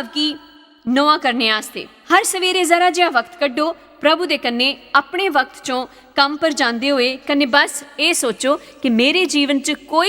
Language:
Dogri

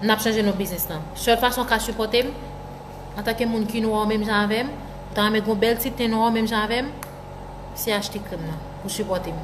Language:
Haitian Creole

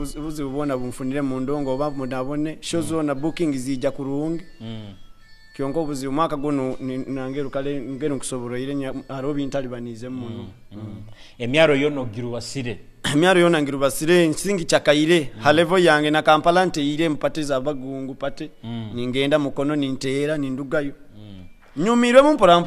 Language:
Nyoro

